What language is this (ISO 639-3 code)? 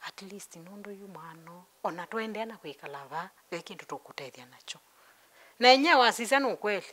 kam